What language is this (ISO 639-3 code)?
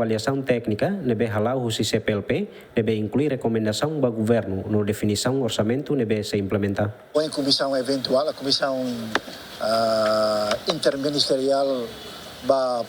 tet